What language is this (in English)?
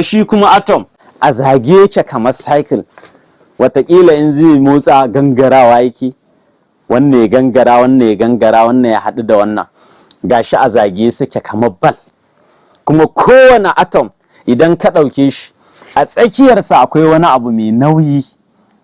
Hausa